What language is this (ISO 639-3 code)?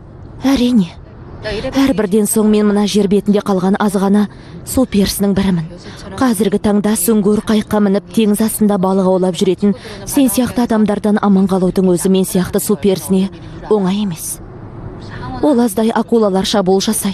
kaz